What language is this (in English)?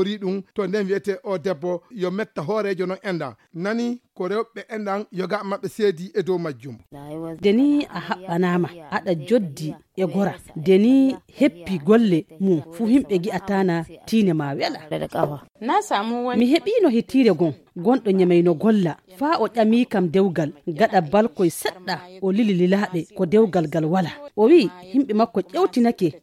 Nigerian Fulfulde